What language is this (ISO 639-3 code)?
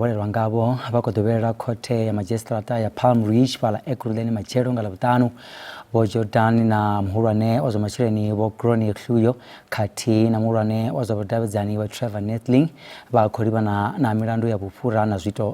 ven